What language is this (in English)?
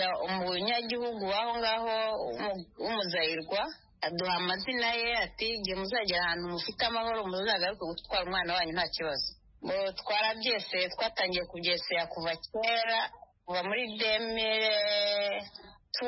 Kinyarwanda